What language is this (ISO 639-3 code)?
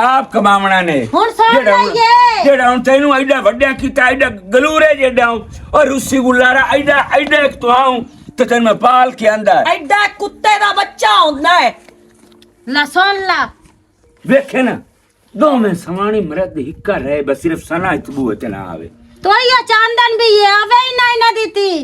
lah